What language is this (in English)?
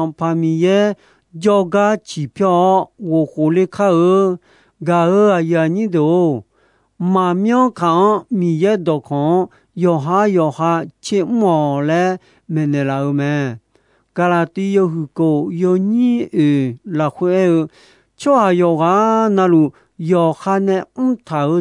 Akha